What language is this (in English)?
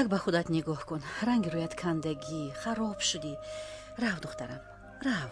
Tajik